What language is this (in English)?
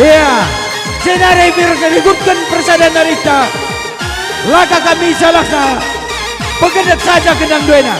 Batak Karo